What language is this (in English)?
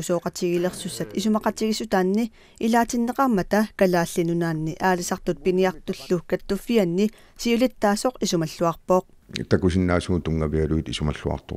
Kalaallisut